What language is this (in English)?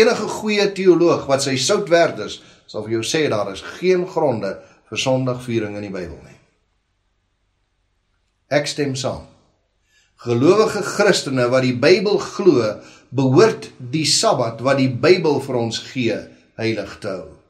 Afrikaans